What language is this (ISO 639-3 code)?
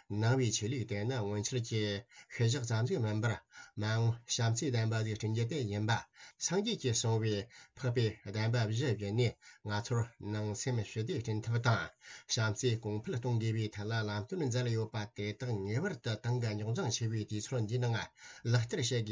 bod